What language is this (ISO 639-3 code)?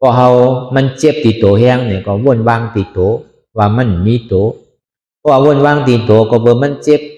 shn